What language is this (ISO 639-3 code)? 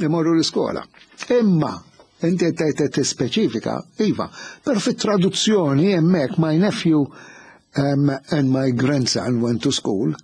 mlt